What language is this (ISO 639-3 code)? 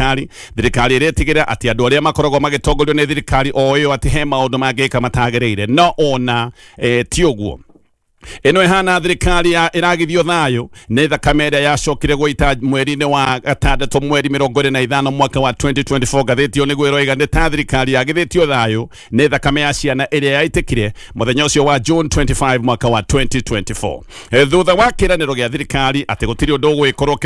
kik